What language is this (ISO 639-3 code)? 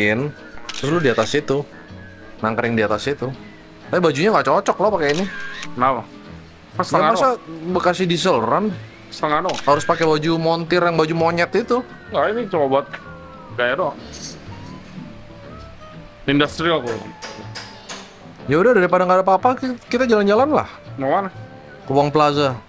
ind